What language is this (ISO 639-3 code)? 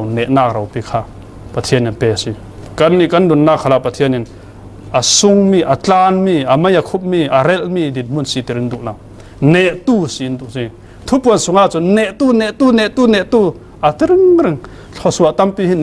cfm